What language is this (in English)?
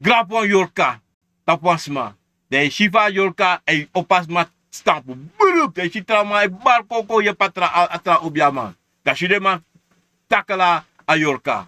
Sranan Tongo